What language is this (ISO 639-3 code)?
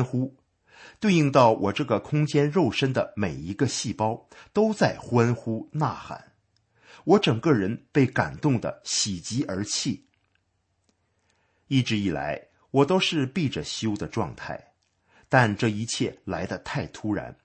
zho